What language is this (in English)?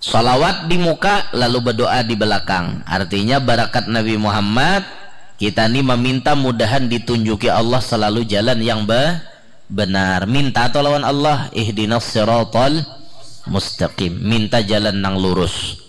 Banjar